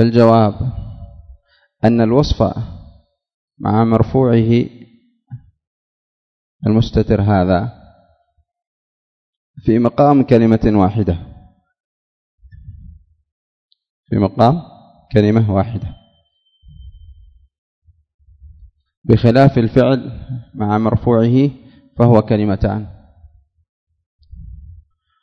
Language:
Arabic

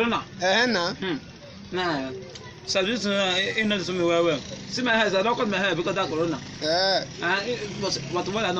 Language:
Nigerian Pidgin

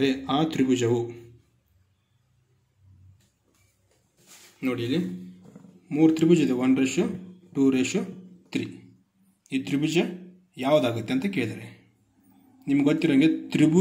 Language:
Kannada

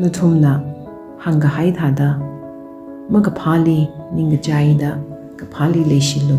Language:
Tangkhul Naga (India)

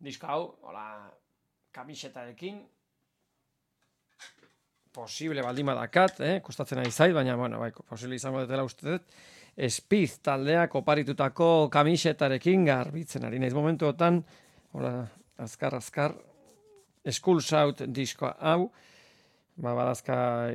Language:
Basque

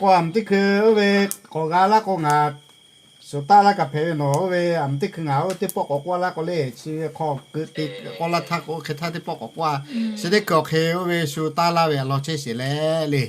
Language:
Lahu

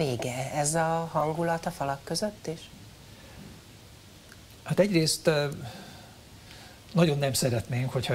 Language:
Hungarian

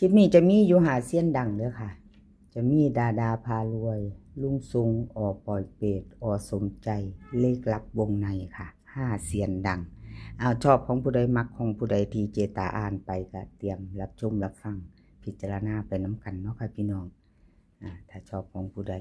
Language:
Northeastern Thai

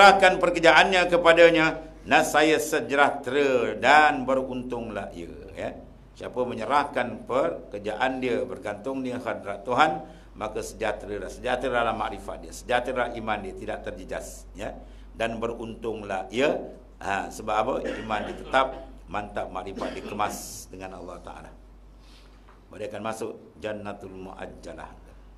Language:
Malay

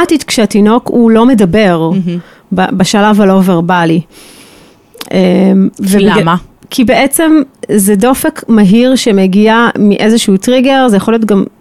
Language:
Hebrew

